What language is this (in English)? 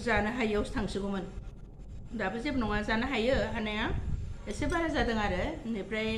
Bodo